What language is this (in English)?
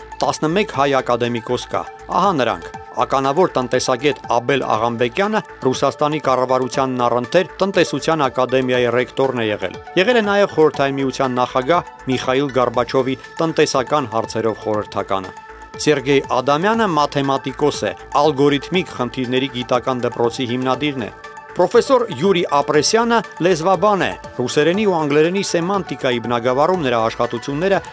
Armenian